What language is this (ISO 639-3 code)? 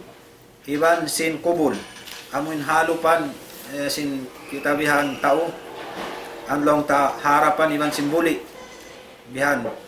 tsg